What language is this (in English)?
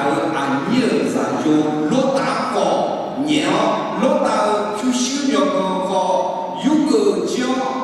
Akha